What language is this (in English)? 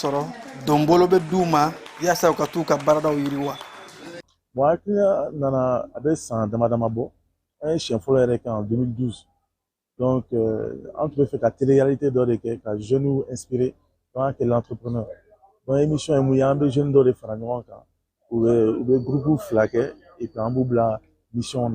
Bambara